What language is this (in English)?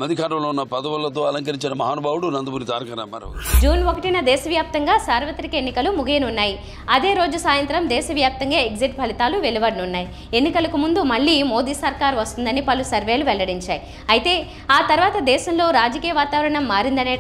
Telugu